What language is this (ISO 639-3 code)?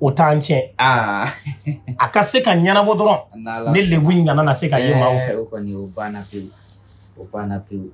bam